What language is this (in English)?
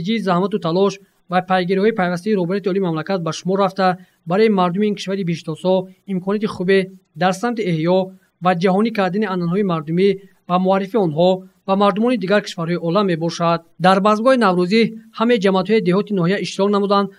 Tajik